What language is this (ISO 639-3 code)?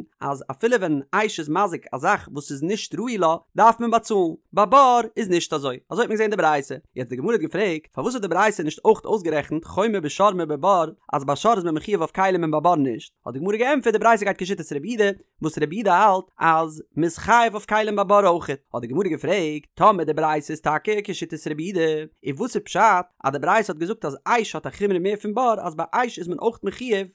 yid